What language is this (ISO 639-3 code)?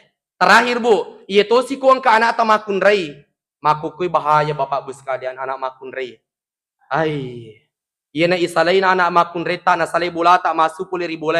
bug